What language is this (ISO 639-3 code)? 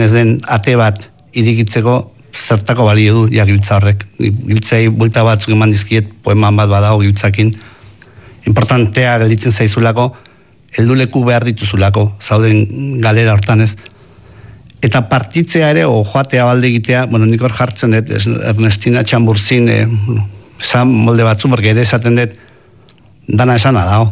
eus